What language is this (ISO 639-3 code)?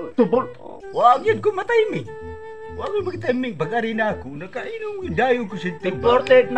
ceb